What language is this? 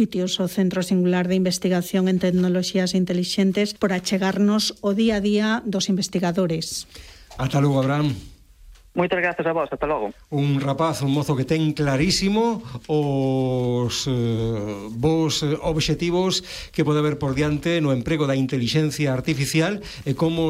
Galician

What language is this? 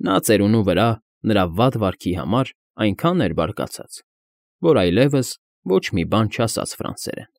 Armenian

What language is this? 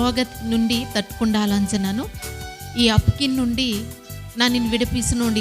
Koya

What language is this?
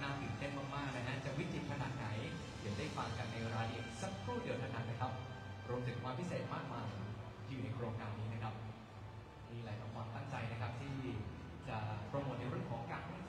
Thai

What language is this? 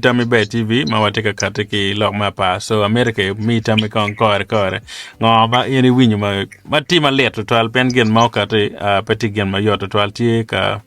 Acoli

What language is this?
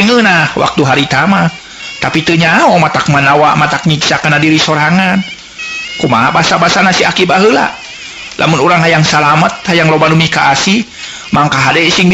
Sundanese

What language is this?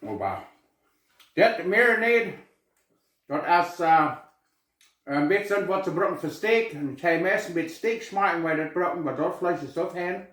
Plautdietsch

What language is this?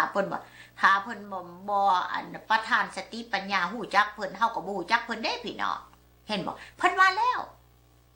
Lao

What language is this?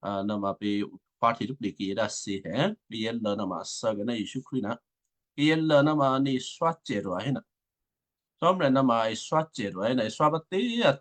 Western Kayah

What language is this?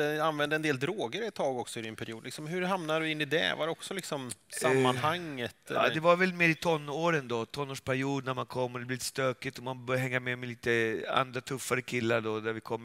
Swedish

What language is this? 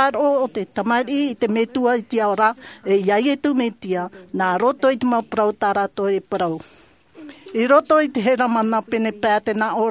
Tahitian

